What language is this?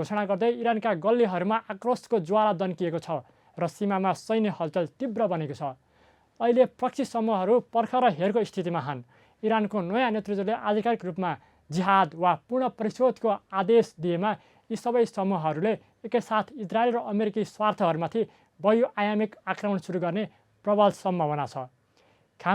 Nepali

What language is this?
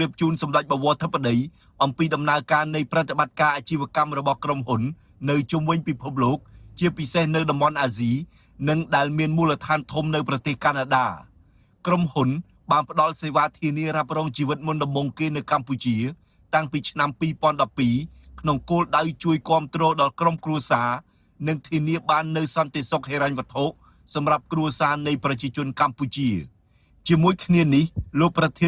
Khmer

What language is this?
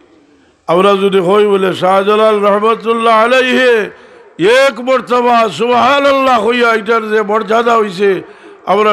Sylheti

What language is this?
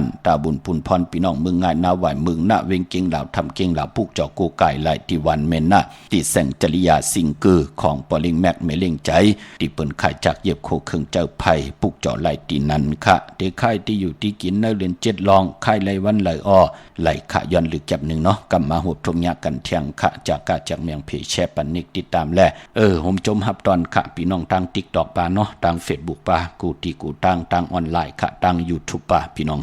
Shan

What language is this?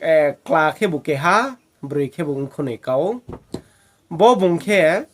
Riang (India)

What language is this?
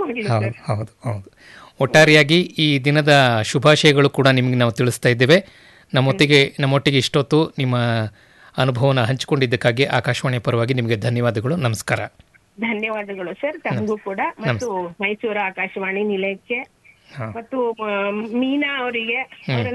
Kannada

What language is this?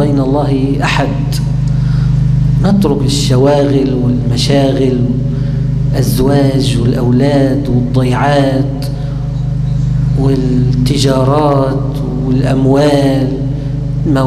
Arabic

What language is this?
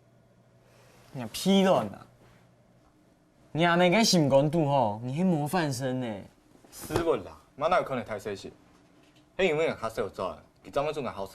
Hakka Chinese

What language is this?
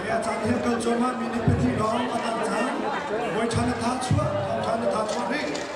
Hakha Chin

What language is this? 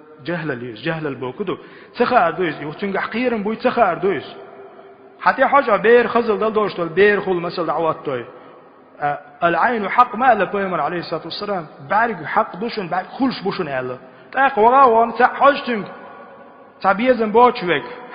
Chechen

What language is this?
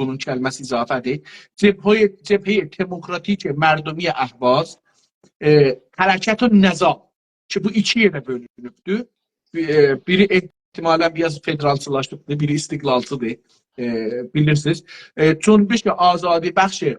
South Azerbaijani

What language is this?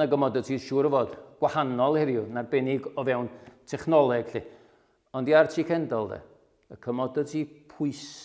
Welsh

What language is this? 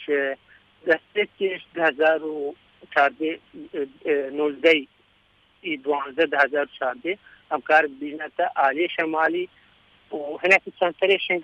Kurdish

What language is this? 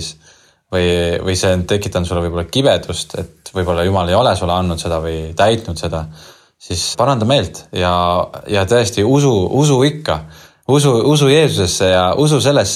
Estonian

